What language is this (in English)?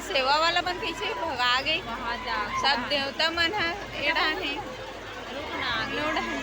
Chhattisgarhi